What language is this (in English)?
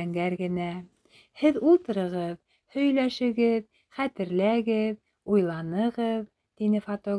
Bashkir